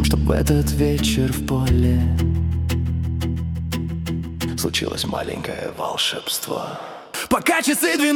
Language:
Russian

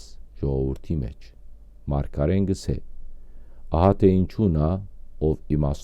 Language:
Western Armenian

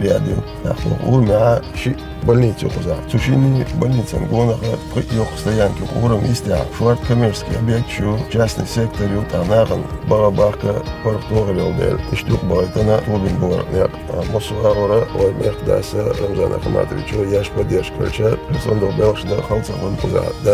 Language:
Chechen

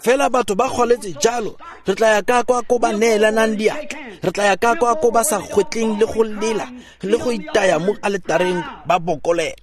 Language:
Tswana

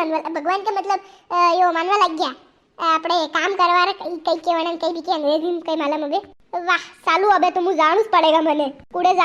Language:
Rajasthani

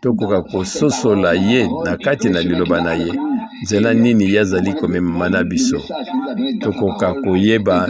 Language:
Lingala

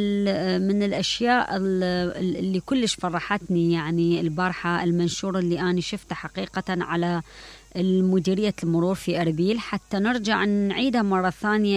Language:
Mesopotamian Arabic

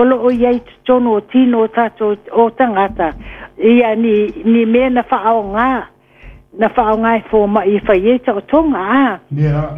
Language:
Samoan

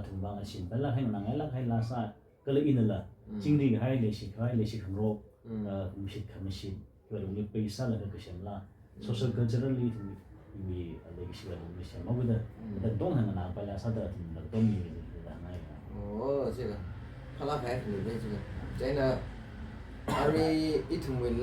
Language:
Tangkhul Naga (India)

